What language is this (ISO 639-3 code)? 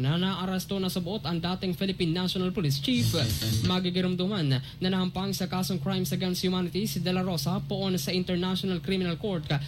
bik